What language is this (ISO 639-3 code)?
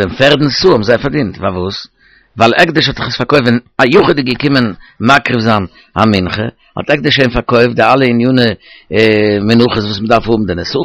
yid